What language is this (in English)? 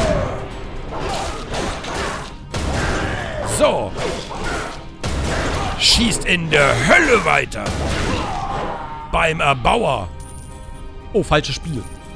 German